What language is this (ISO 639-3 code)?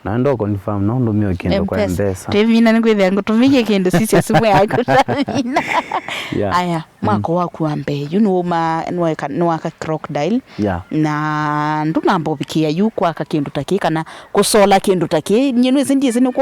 kam